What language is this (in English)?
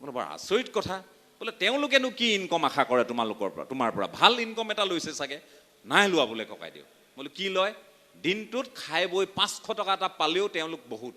Assamese